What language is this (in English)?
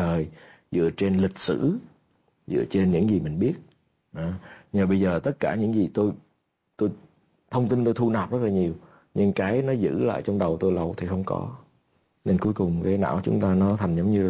Vietnamese